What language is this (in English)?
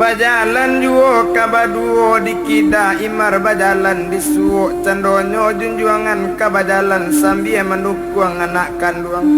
Minangkabau